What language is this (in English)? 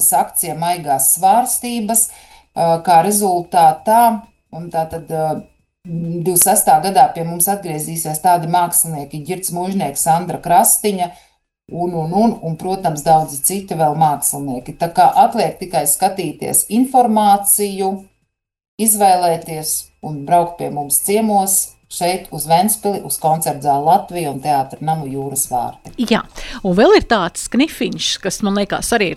Latvian